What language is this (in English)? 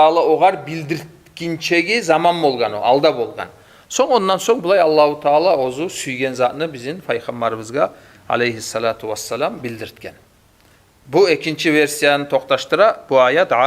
Kumyk